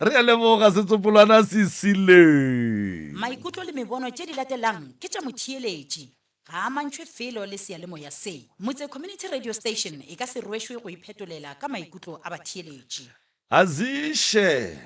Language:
Northern Sotho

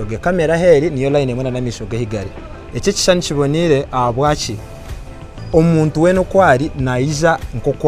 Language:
Nyankole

